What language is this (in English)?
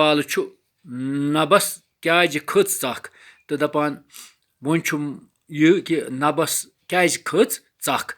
Kashmiri